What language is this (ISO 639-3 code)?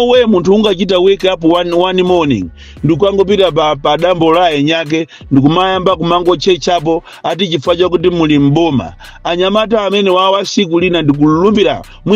nya